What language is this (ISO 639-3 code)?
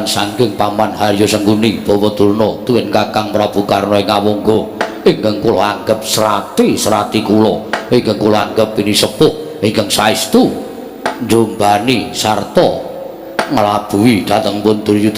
jav